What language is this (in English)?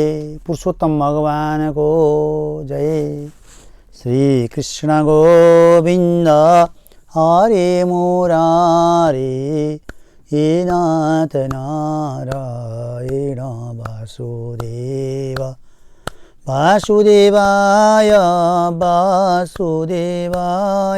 Nepali